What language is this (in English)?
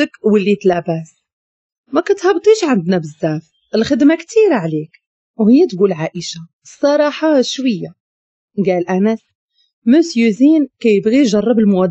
Moroccan Arabic